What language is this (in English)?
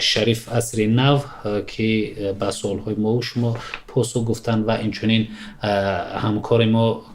Tajik